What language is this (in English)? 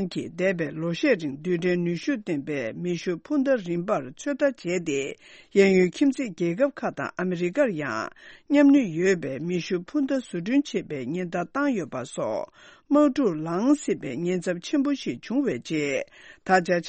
Tibetan